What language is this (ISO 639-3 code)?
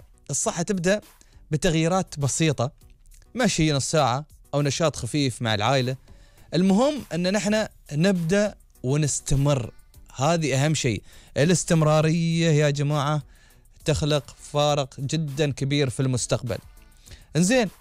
afb